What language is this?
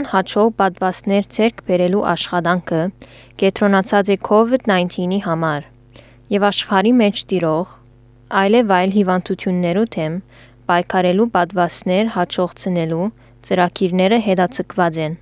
Armenian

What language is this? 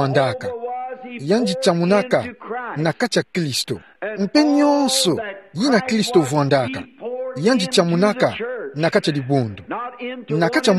Kituba (Democratic Republic of Congo)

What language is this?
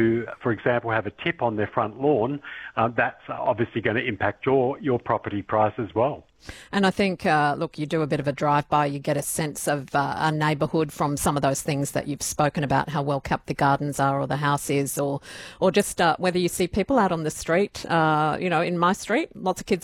English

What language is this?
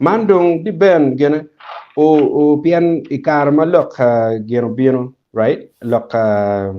Acoli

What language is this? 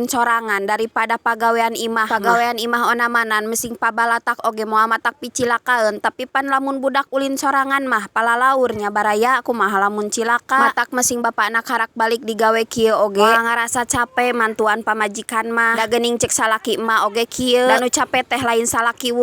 Sundanese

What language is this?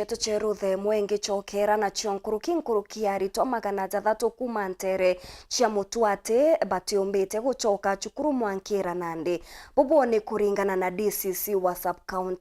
Meru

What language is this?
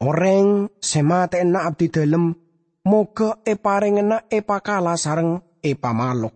Madurese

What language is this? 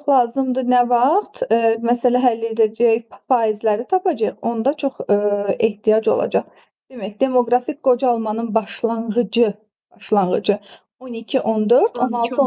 Azerbaijani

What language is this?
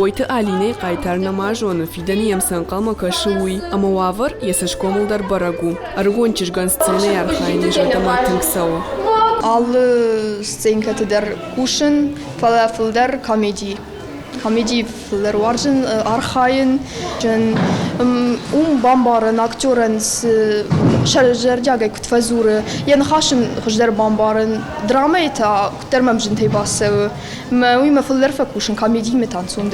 Ossetic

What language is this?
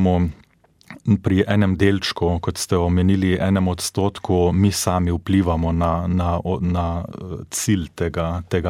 Slovenian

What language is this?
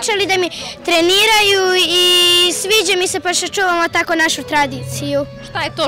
Serbian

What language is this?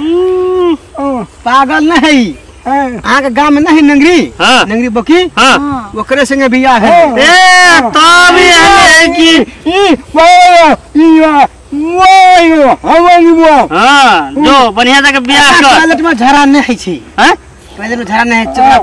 Maithili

